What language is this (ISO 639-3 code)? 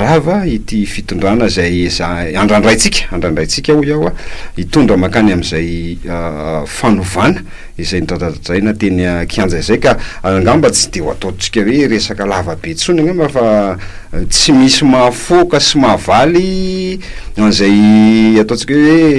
mlg